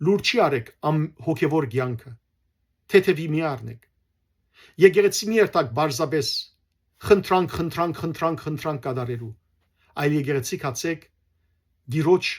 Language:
Western Armenian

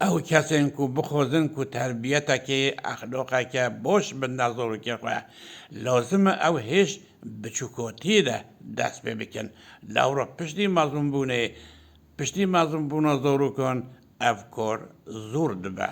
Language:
Kurdish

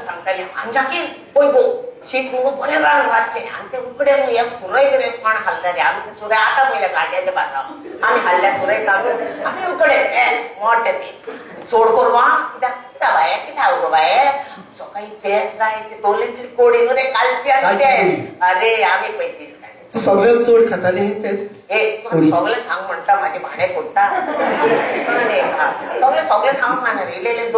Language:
Konkani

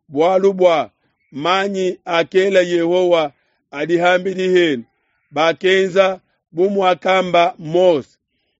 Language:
Luba-Lulua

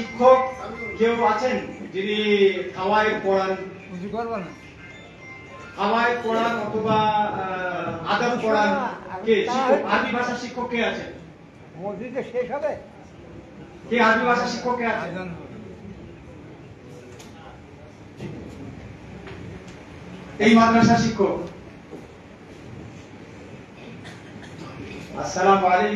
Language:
Bangla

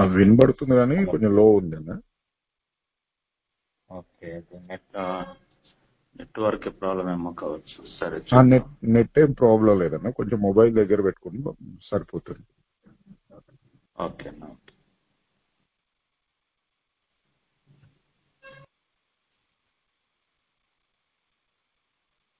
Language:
Telugu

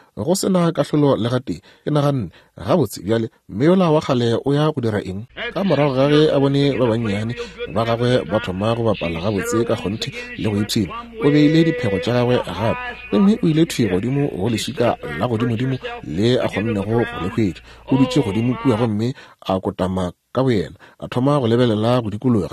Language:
Northern Sotho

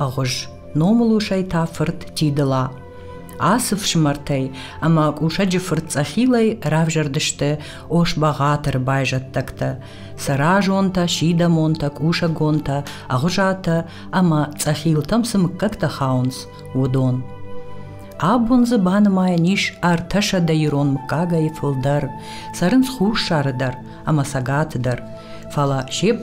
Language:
Ossetic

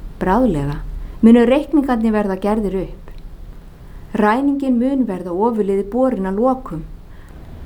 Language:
Icelandic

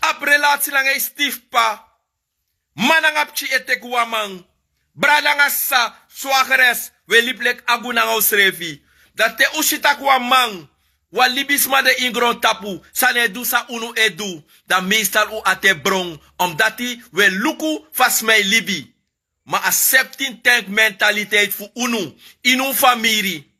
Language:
Sranan Tongo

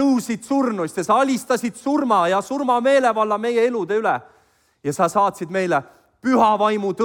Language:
Estonian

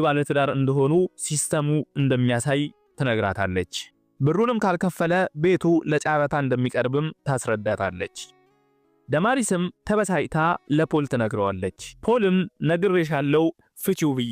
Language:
Amharic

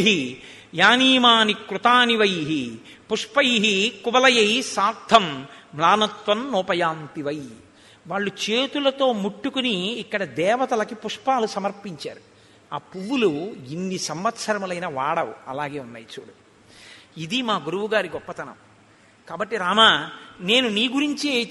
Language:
Telugu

